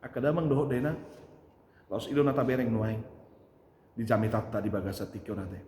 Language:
Batak Toba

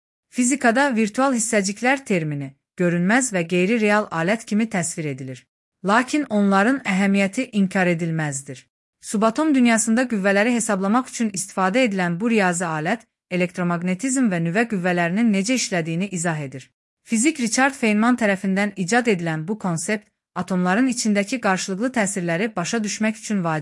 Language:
Azerbaijani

